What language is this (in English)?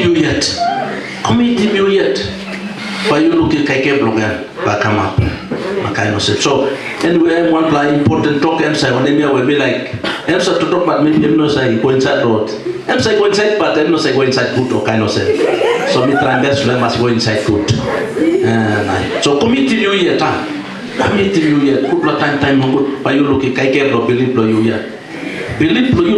Tok Pisin